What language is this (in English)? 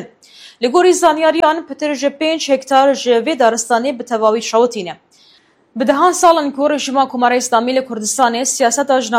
Kurdish